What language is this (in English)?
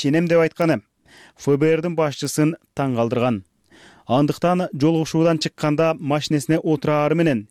Kyrgyz